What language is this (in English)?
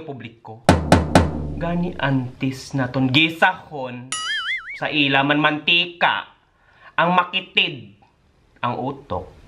Hiligaynon